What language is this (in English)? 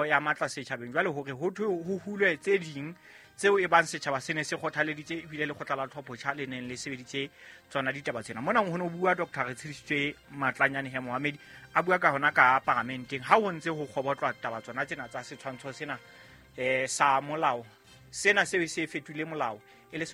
Southern Sotho